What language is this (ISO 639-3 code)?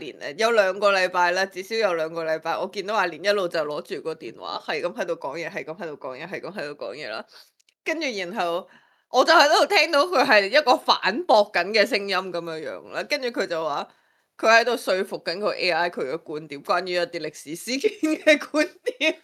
yue